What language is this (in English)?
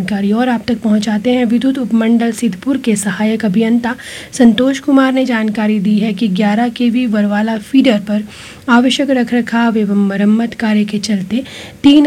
Hindi